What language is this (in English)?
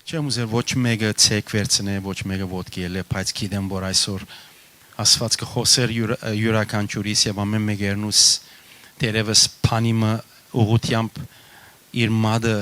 Western Armenian